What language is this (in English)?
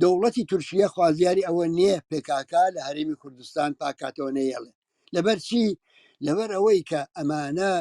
Central Kurdish